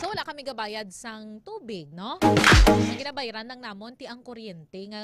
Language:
Hiligaynon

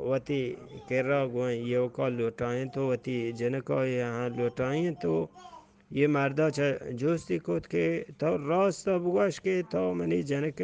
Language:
Eastern Balochi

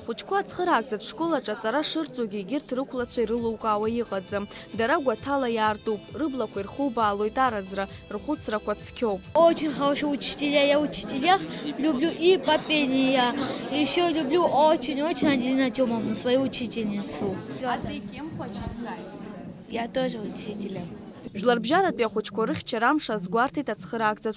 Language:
Abkhazian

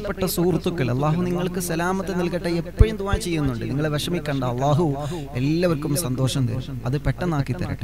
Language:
Malayalam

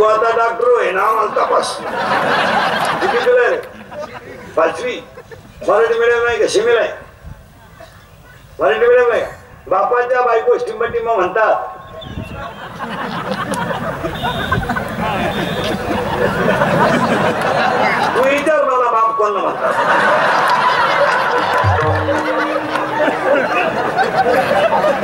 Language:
Marathi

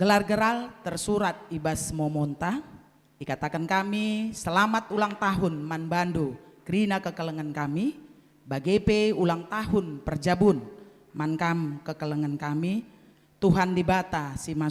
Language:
Batak Karo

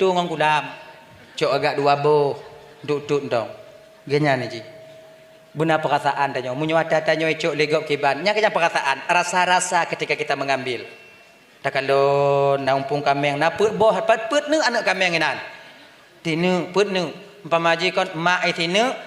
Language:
Achinese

